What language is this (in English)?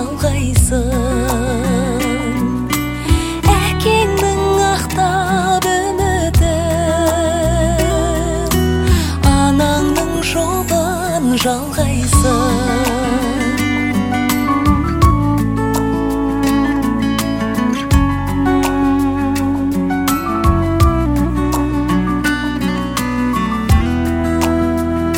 Kazakh